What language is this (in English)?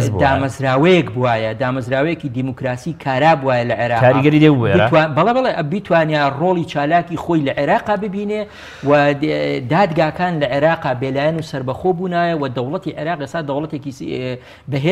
Central Kurdish